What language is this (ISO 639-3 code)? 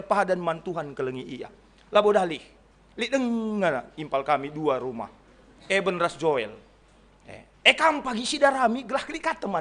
btx